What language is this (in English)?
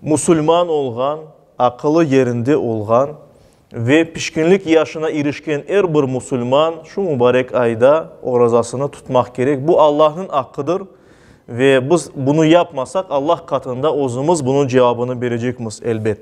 Crimean Tatar